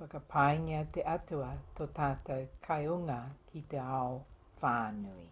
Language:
Māori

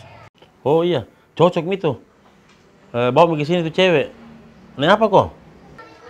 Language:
Makassar Malay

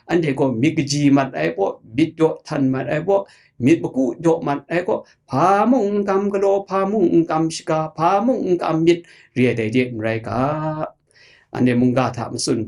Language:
Kachin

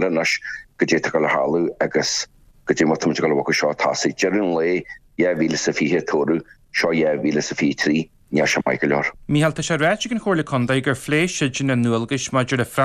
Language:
Irish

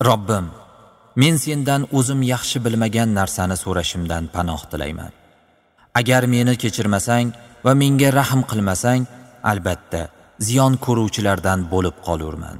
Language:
Uzbek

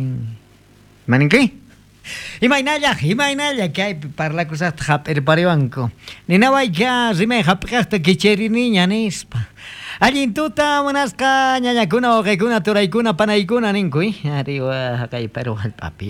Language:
South Bolivian Quechua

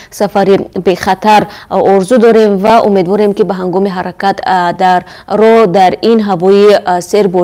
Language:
Tajik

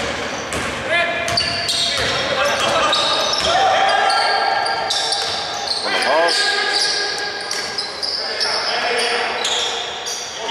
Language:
Greek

